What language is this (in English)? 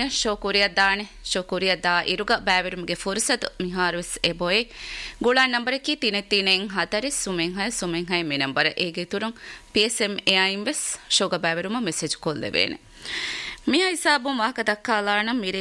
Divehi